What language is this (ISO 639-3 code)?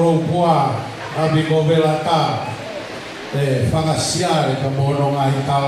ton